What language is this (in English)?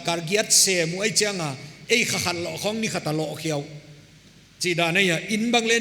Paite Chin